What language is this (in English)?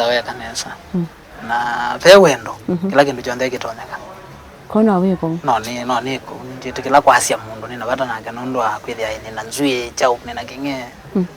Kamba